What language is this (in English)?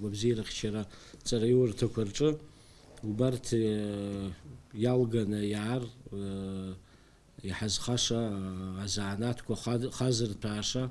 Abkhazian